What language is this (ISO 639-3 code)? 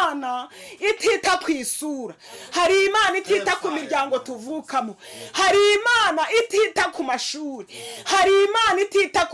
kin